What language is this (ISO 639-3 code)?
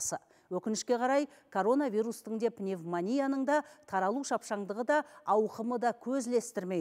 kaz